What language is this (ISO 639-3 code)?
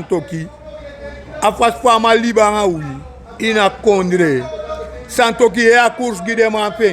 srn